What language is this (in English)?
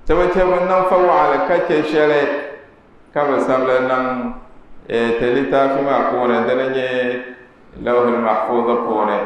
Dagbani